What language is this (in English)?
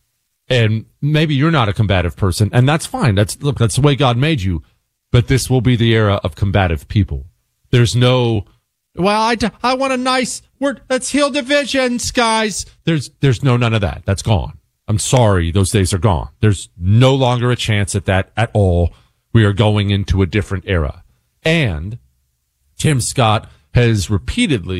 English